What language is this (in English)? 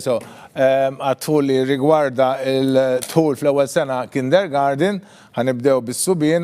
Maltese